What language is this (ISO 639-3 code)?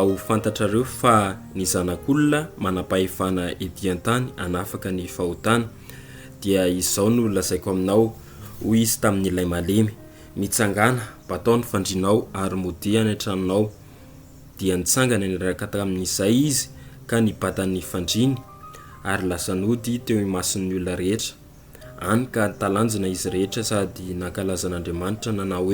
mlg